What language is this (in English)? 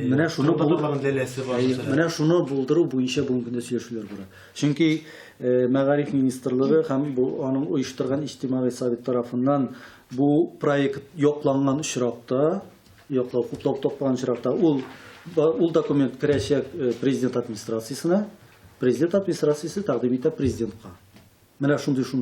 Tatar